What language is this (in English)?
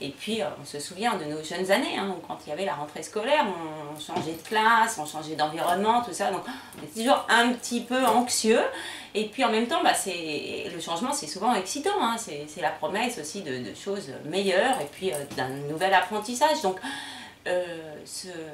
French